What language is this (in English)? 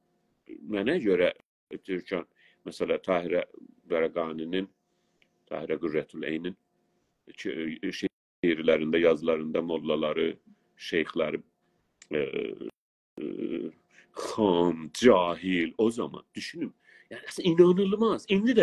South Azerbaijani